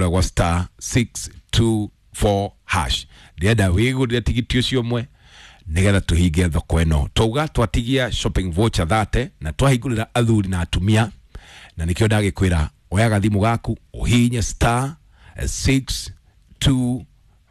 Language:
Kikuyu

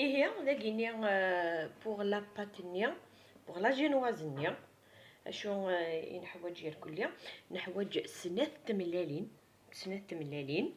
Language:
Kabyle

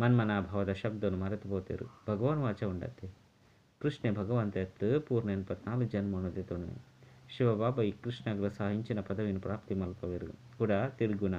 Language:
Tulu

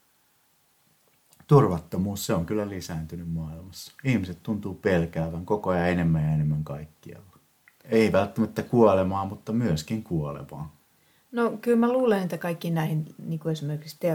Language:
Finnish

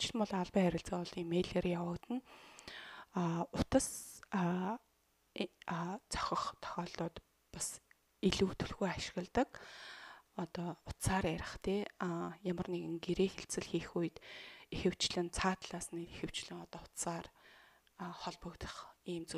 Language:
Mongolian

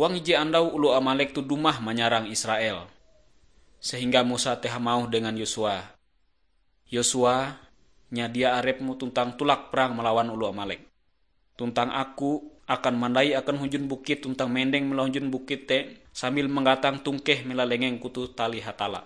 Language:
Ngaju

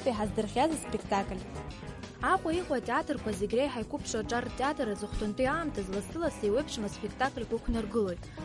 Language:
Abkhazian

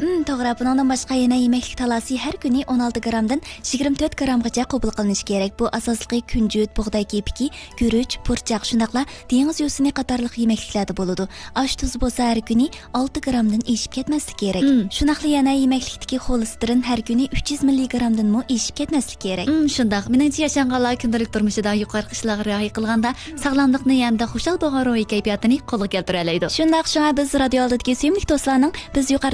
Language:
Uyghur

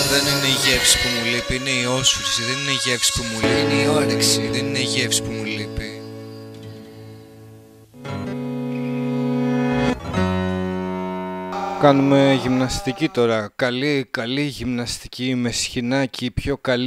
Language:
Greek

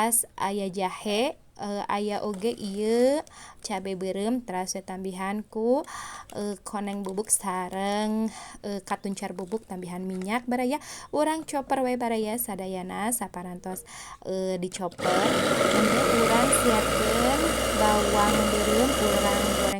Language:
Sundanese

